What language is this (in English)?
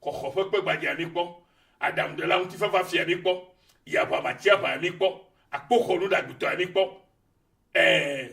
Ewe